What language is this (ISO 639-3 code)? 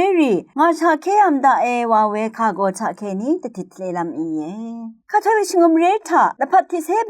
raw